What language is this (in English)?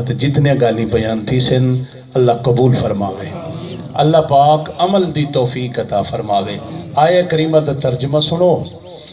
Saraiki